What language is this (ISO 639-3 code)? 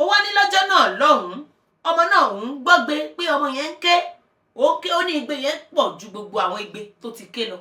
yor